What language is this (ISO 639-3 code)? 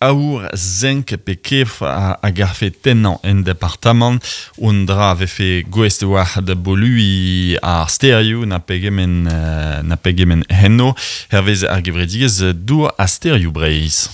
bre